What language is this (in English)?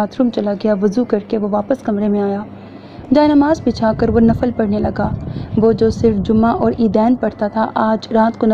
Urdu